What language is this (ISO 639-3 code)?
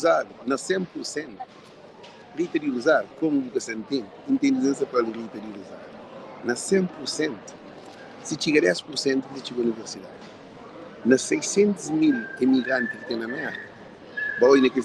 kea